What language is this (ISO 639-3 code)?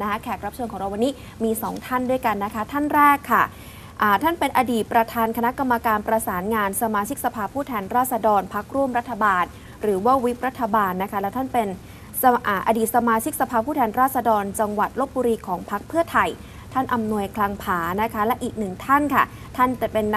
tha